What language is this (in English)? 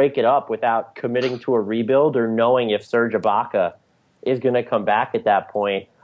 English